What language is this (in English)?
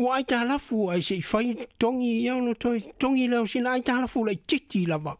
Samoan